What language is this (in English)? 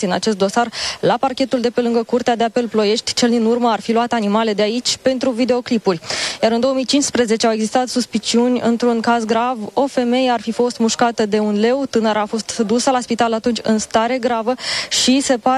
Romanian